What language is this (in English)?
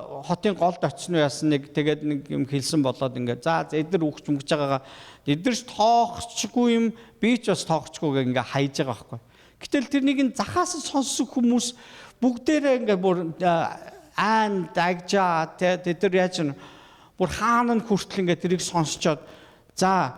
Mongolian